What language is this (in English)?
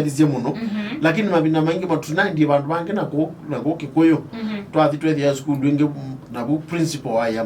Kamba